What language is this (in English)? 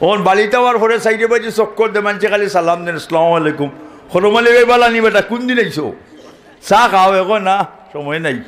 Sylheti